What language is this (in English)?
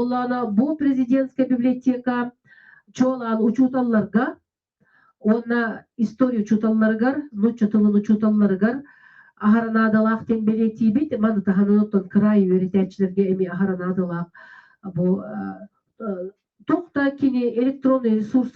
Yakut